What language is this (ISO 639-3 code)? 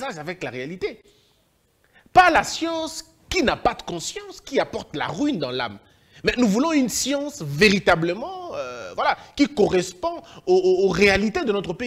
fra